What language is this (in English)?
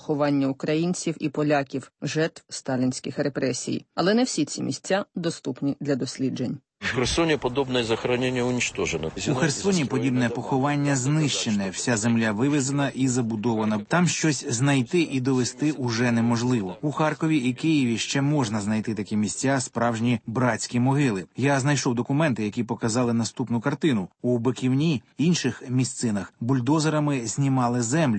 Ukrainian